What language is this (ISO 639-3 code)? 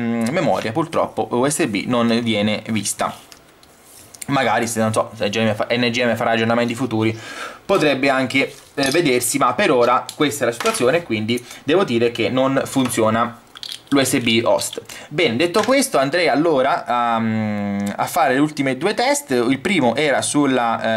ita